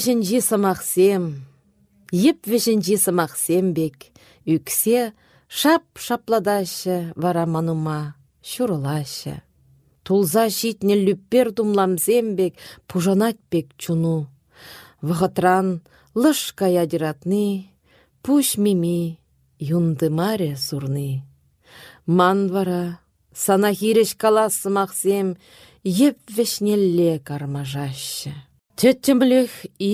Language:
Chuvash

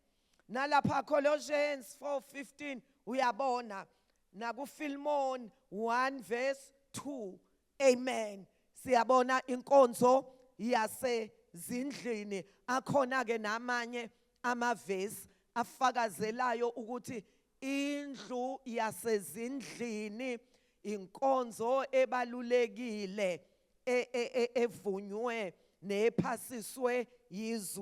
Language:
Zulu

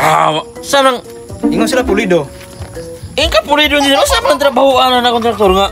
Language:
Cebuano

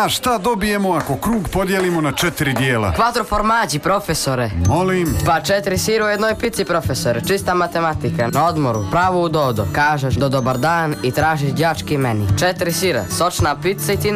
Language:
Croatian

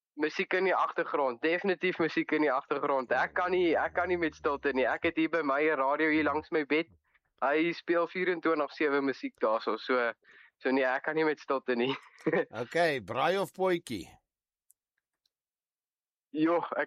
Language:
Afrikaans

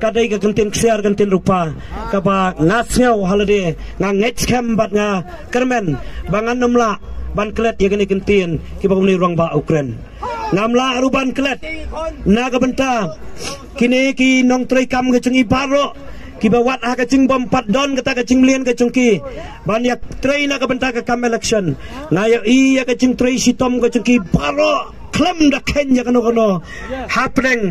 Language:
Khasi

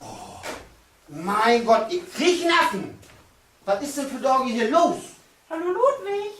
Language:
Low German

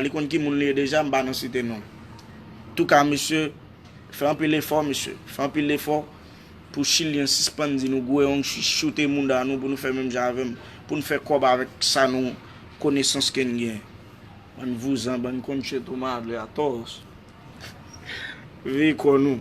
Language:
Haitian Creole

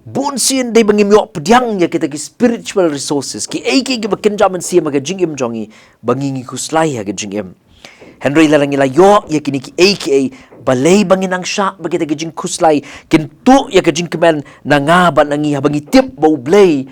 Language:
Khasi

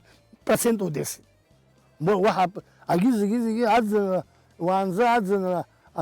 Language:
Abkhazian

